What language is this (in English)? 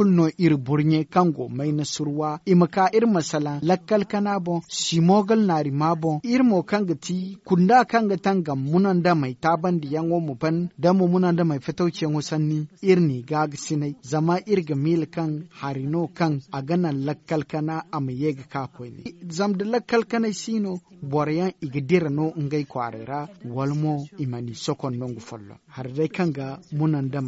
Zarma